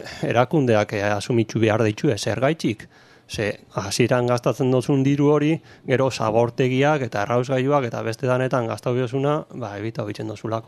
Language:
Basque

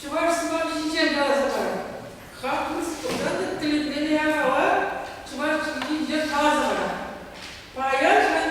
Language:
Chuvash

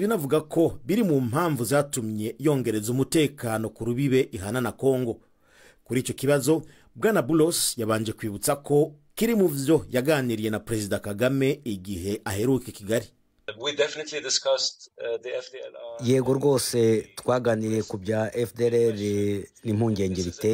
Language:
Rundi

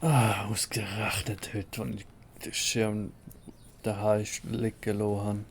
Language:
Swiss German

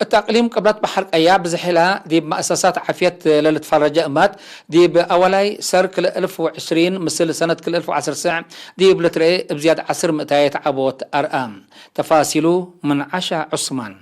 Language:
Tigre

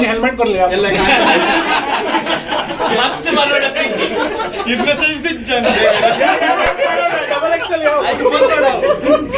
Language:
Tulu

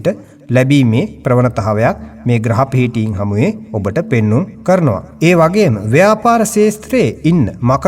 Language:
Sinhala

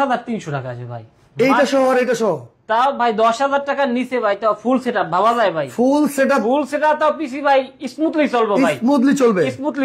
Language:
Bangla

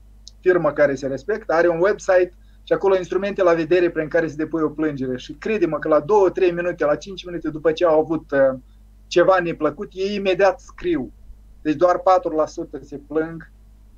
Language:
Romanian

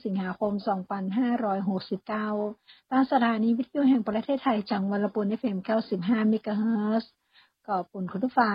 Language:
Thai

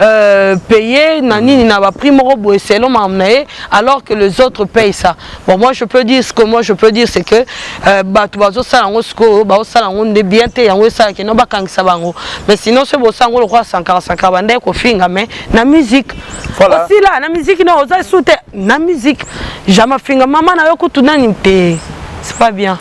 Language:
Lingala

